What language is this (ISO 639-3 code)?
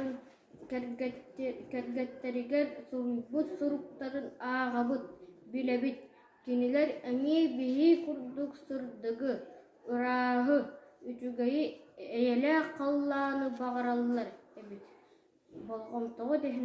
sah